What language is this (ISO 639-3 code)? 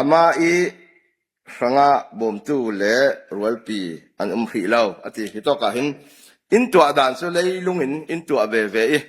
cfm